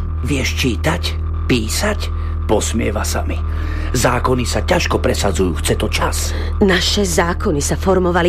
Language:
Slovak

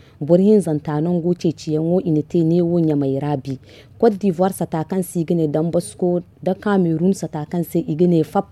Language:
Zarma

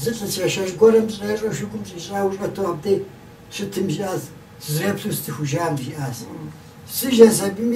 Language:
Kabardian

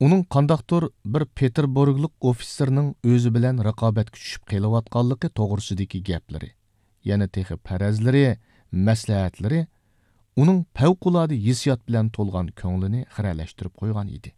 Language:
Uyghur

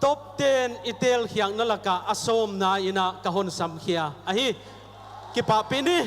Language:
Paite Chin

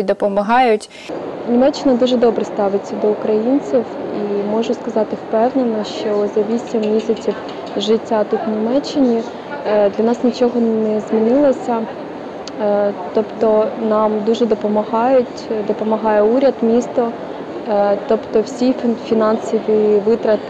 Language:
Ukrainian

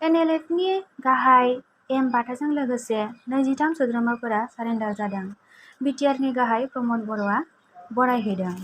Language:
Bodo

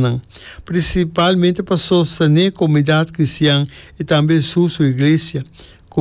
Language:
Papiamento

